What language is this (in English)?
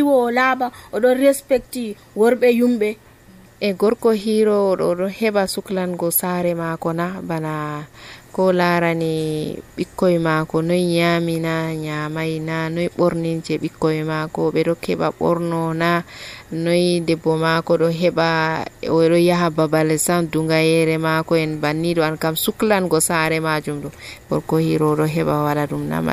Nigerian Fulfulde